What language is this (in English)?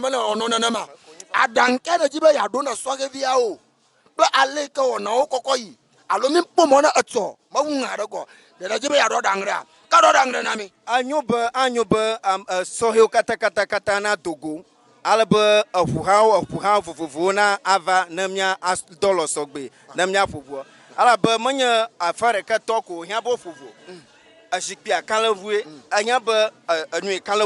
Ewe